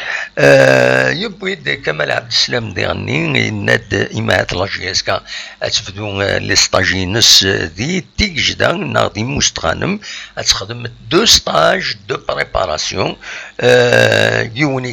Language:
Kabyle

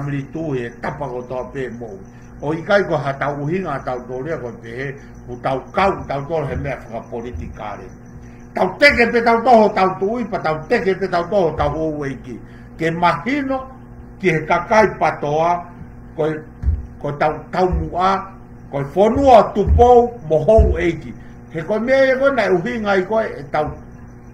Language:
Tongan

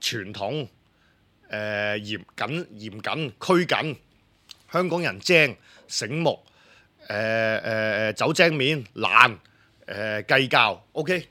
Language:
Cantonese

